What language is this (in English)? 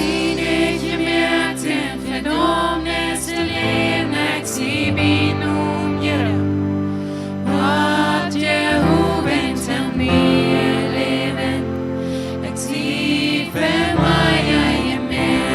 Plautdietsch